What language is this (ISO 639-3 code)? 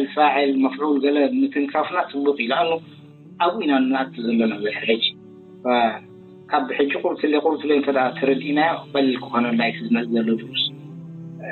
tir